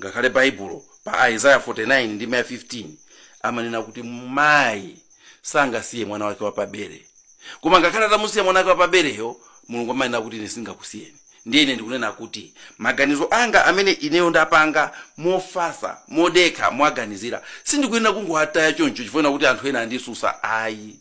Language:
Nyanja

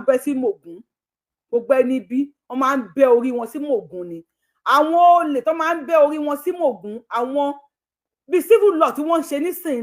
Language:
Yoruba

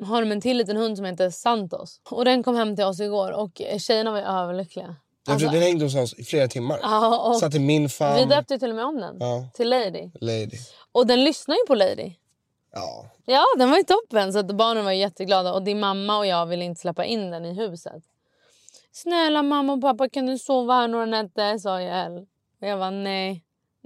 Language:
Swedish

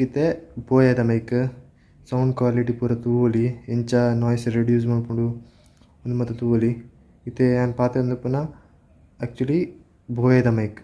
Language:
Tulu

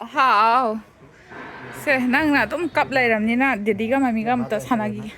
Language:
Manipuri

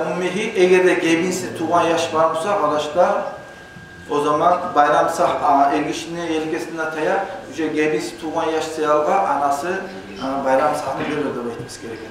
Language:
Kumyk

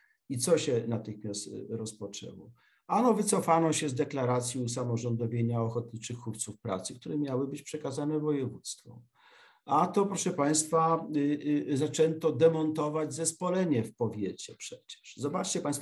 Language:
Polish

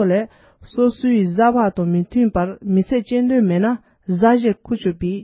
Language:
Tibetan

